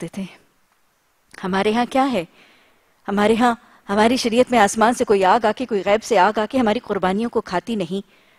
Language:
Urdu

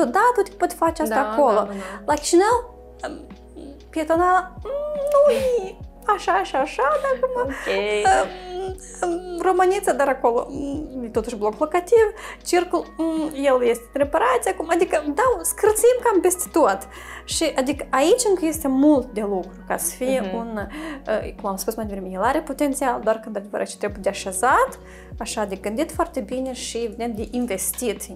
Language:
Romanian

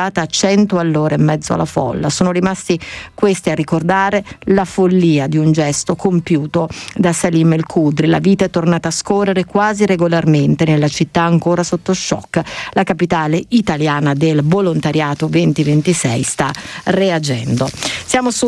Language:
Italian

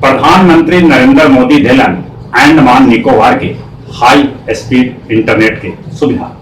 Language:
Magahi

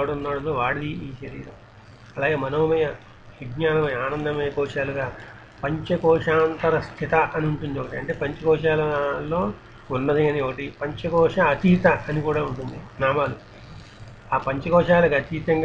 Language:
Telugu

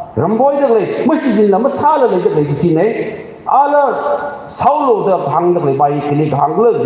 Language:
Tangkhul Naga (India)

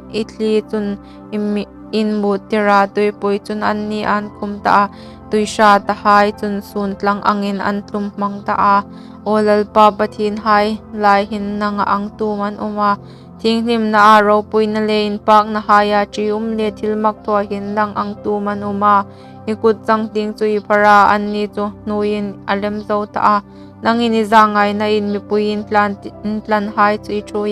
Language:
Hmar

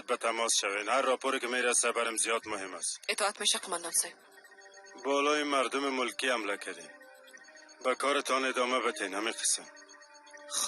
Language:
Persian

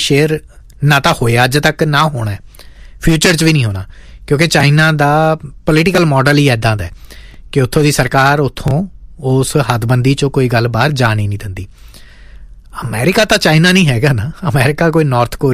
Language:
Punjabi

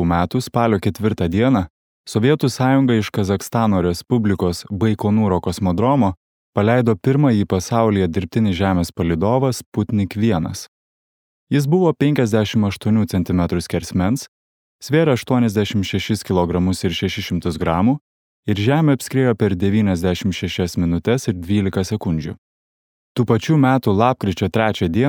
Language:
Lithuanian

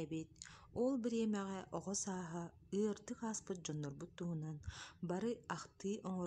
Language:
Yakut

